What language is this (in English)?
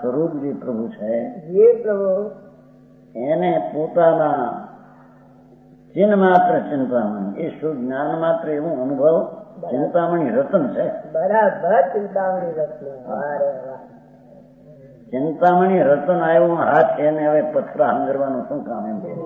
Gujarati